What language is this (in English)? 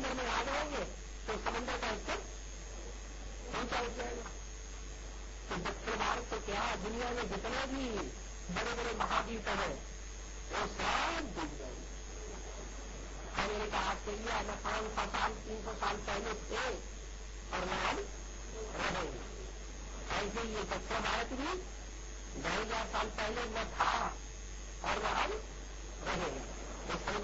Hindi